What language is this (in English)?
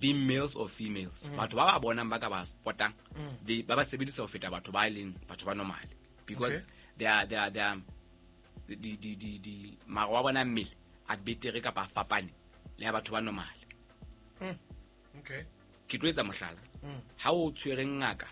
Southern Sotho